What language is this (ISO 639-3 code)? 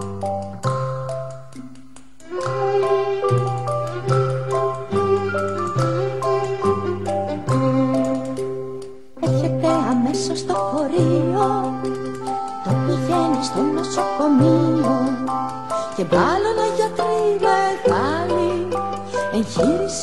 ell